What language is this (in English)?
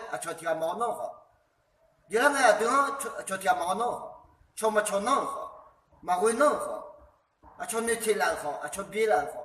Akha